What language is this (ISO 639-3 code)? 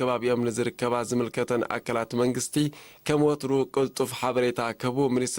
tir